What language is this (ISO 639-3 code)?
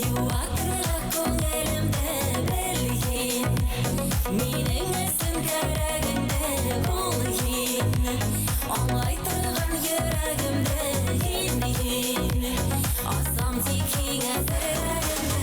bak